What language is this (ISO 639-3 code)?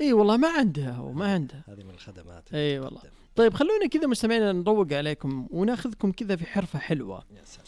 ars